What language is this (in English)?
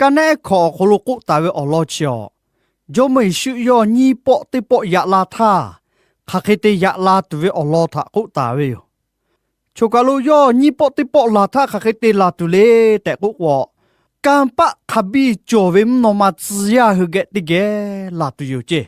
Lahu